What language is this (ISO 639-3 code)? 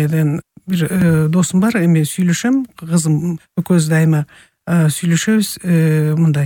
kir